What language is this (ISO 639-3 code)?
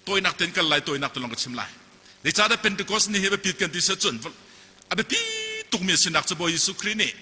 cnh